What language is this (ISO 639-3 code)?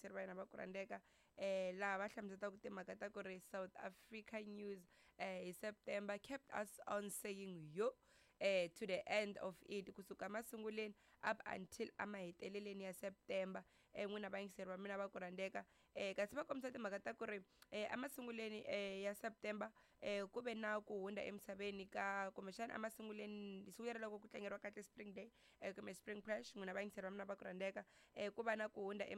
tso